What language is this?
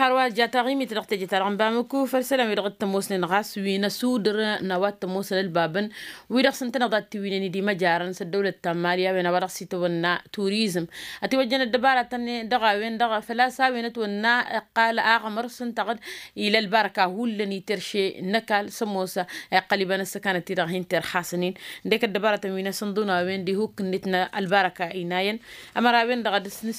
Tamasheq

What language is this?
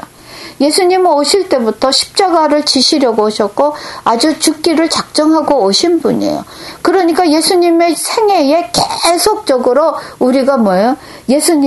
Korean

